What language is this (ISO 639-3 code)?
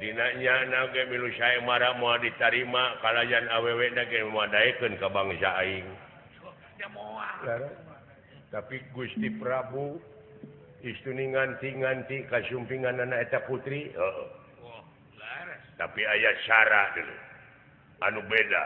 sun